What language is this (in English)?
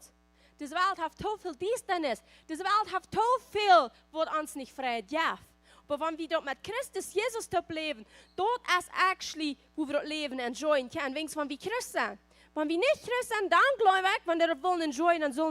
Plautdietsch